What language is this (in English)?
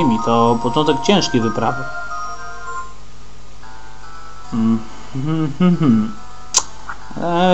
Polish